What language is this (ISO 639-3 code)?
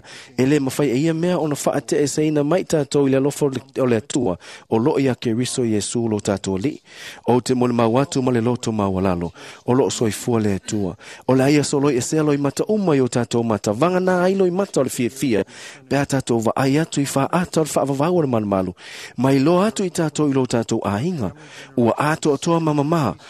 smo